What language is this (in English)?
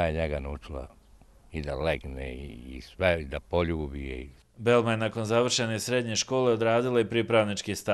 Bosnian